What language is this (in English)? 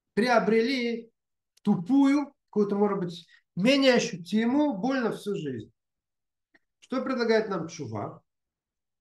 Russian